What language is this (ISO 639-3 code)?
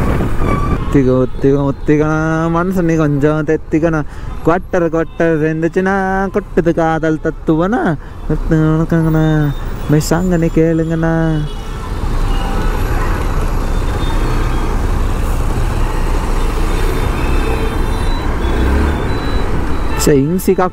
kan